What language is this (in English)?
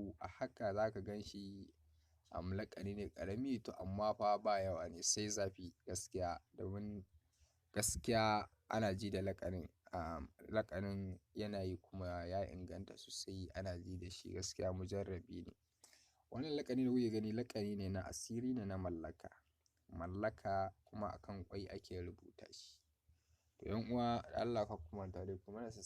Hausa